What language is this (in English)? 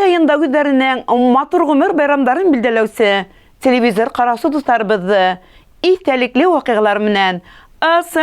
Bashkir